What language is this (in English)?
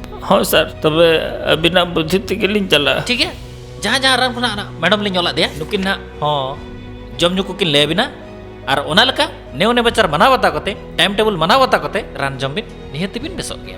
Santali